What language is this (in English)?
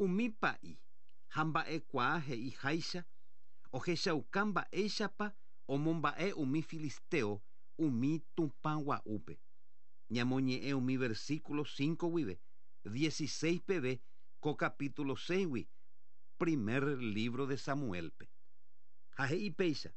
Guarani